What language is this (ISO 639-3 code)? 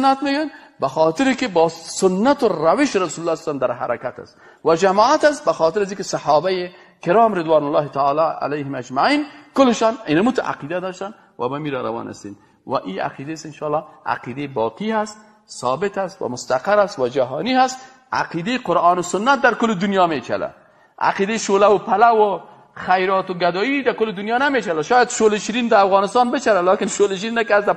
fas